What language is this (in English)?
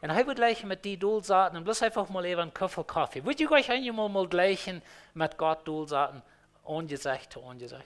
Plautdietsch